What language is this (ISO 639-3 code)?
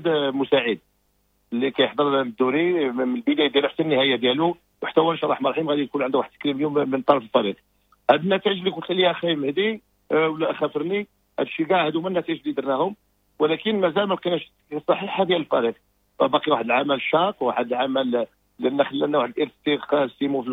ary